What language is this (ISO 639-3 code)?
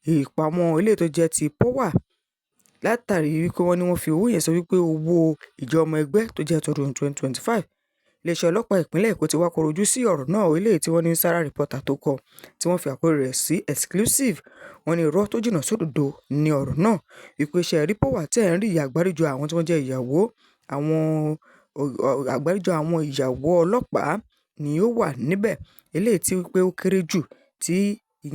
yor